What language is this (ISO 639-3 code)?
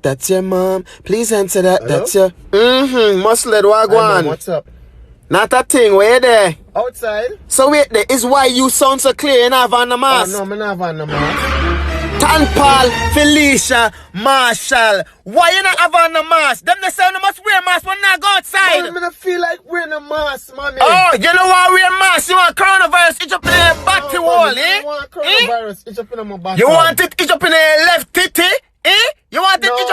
jam